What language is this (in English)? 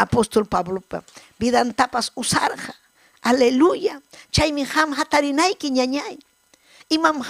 Ayacucho Quechua